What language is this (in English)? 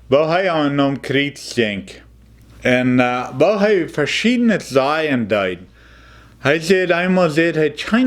Plautdietsch